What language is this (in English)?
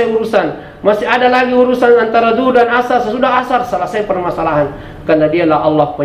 Buginese